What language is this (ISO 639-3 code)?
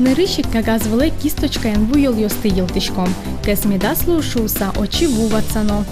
udm